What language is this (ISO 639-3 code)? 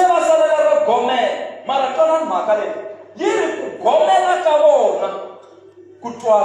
tso